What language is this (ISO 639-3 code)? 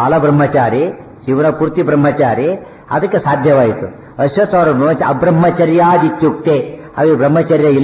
kan